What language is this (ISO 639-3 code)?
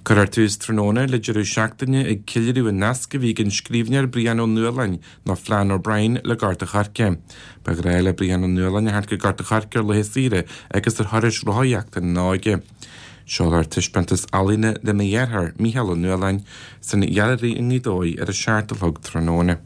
gle